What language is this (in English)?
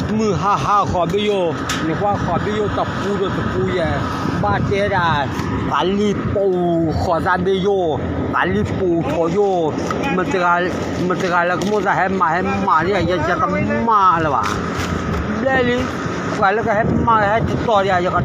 S'gaw Karen